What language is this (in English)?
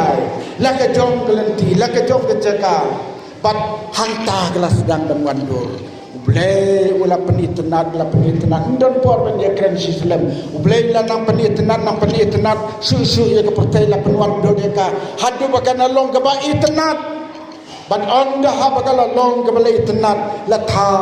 Khasi